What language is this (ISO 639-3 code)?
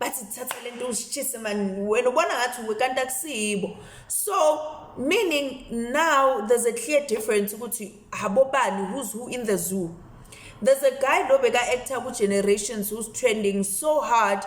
zul